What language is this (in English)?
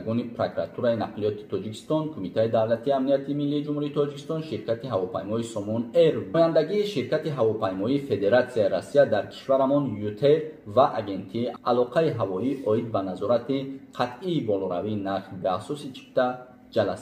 Tajik